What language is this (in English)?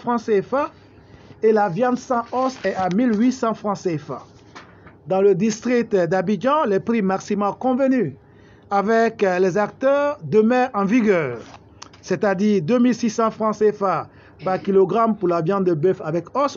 French